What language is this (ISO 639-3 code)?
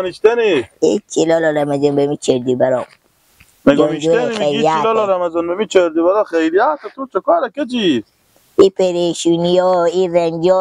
fas